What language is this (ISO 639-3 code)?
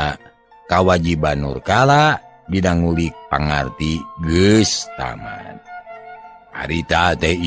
sun